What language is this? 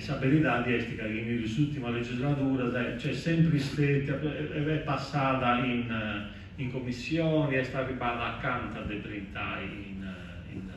Sardinian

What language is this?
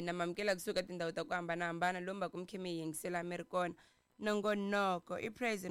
Tsonga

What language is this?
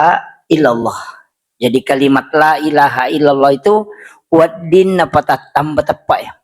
Buginese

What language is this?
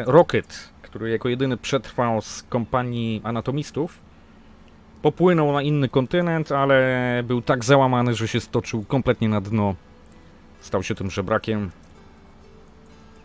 Polish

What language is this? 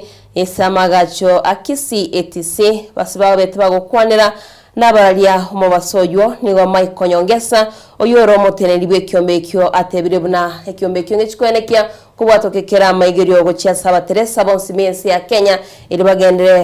Gusii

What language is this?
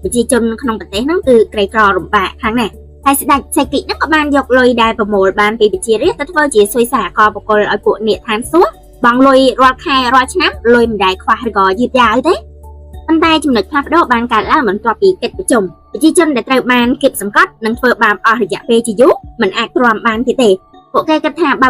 Khmer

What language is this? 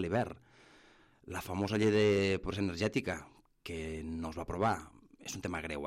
Catalan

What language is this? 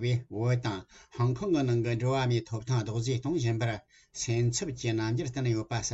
Tibetan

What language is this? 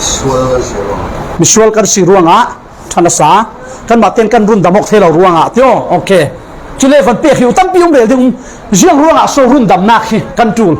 Falam Chin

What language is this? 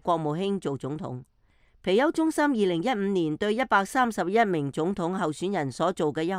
Cantonese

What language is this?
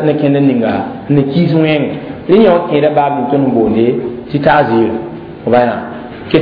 Mossi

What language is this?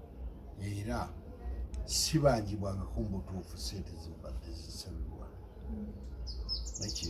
Ganda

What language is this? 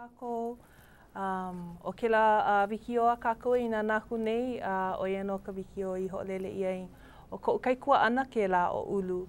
Hawaiian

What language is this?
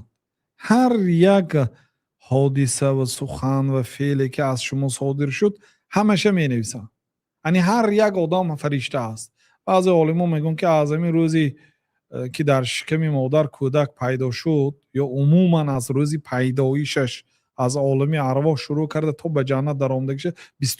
Tajik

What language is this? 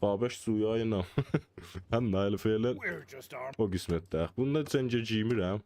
South Azerbaijani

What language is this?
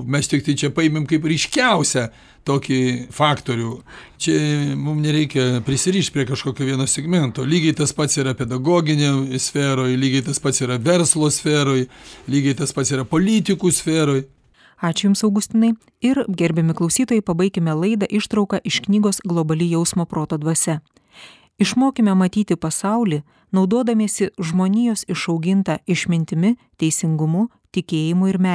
Lithuanian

